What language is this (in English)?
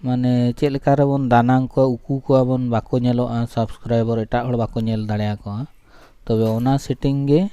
Santali